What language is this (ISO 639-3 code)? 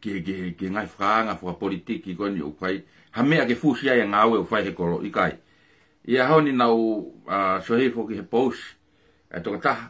ton